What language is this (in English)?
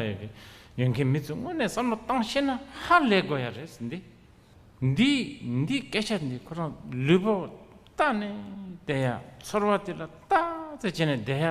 Tibetan